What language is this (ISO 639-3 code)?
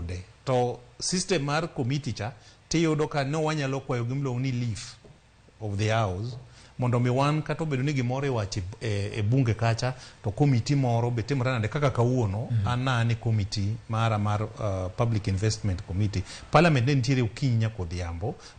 luo